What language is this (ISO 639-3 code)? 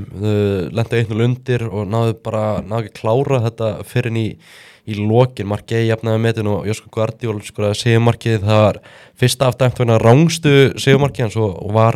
isl